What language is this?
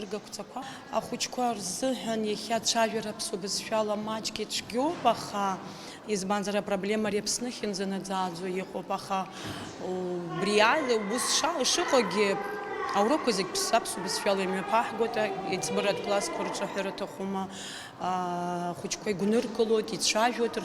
Abkhazian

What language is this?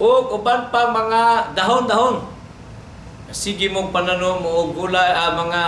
Cebuano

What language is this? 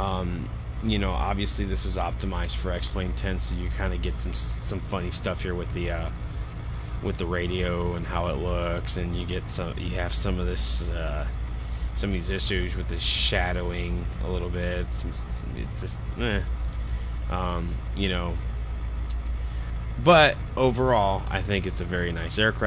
English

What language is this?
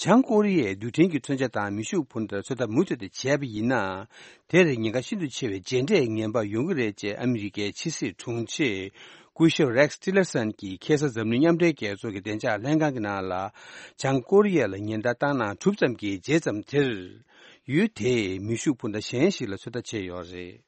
Tibetan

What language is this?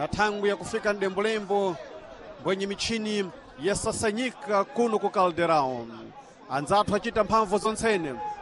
Sena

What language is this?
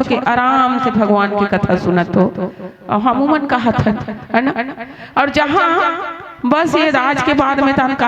Chhattisgarhi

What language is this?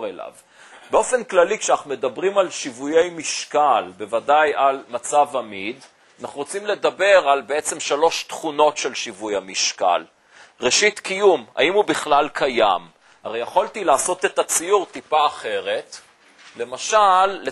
Hebrew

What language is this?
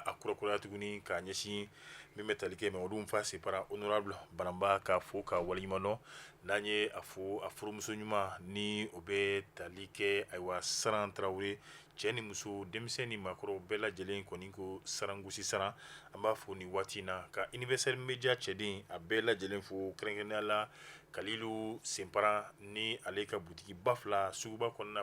Bambara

